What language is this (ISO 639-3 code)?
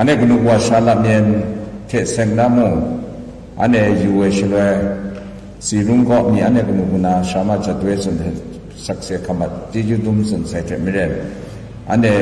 kac